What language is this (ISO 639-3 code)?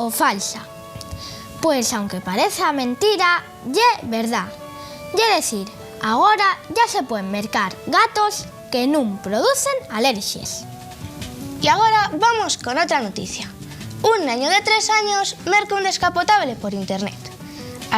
ast